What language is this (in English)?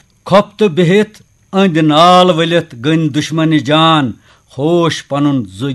Kashmiri